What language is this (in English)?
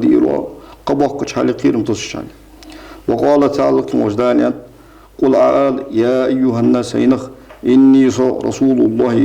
Ingush